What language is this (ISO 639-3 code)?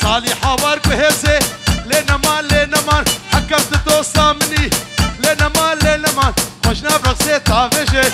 kur